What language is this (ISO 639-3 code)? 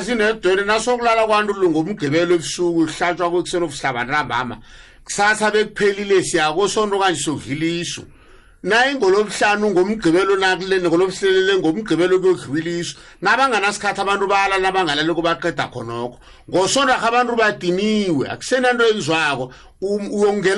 nbl